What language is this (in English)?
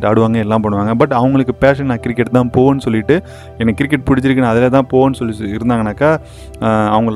Tamil